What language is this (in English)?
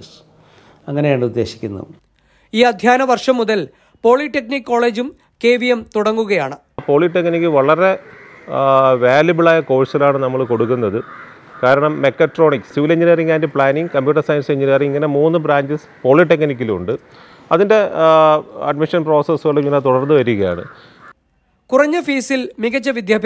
Malayalam